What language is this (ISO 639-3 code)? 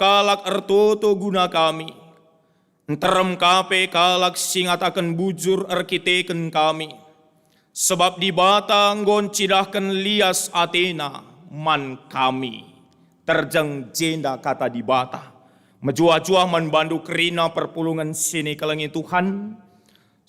btx